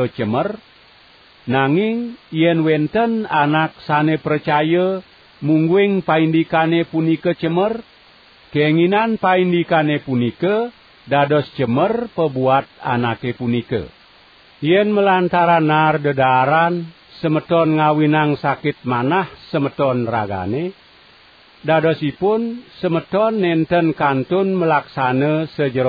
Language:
Balinese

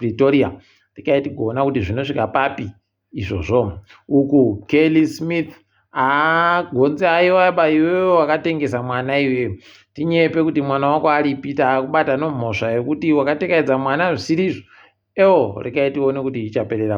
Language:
Ndau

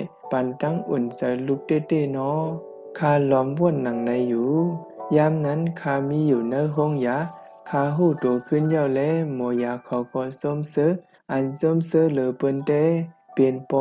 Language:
Shan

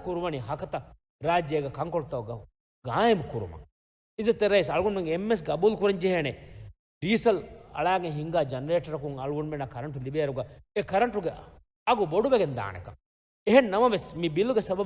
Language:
Divehi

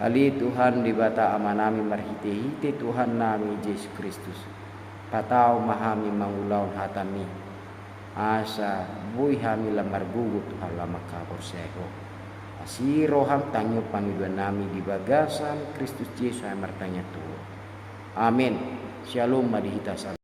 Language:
Batak Toba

